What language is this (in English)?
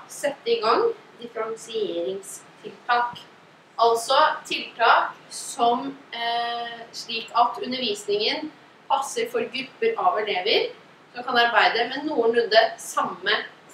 Norwegian